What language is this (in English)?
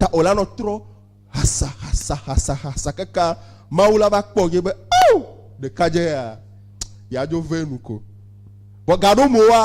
Ewe